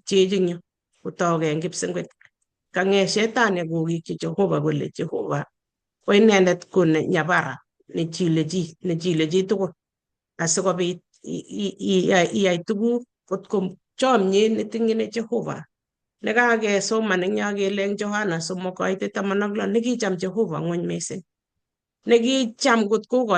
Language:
Kalenjin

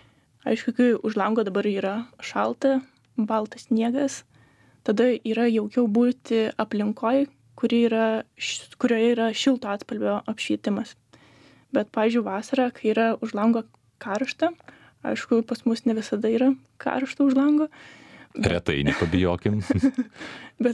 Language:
Lithuanian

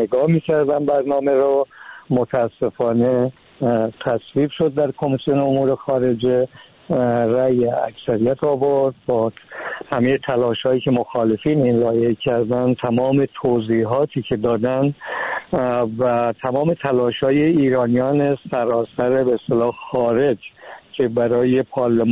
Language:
Persian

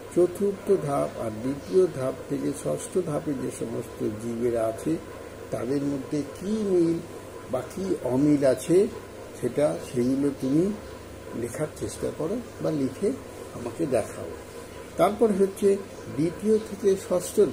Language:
Bangla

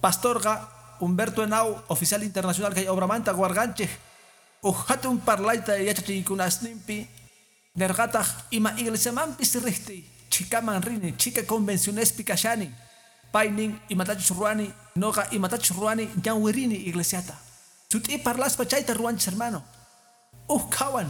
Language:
Quechua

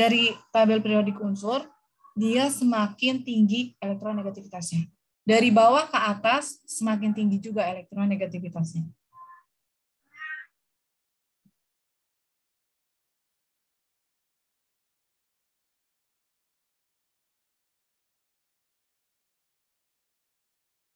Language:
Indonesian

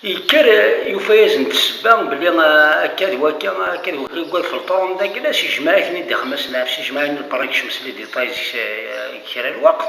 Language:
Kabyle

